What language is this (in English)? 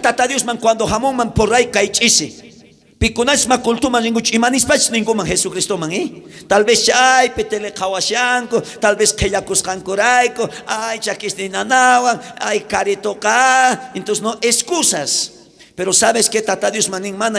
South Bolivian Quechua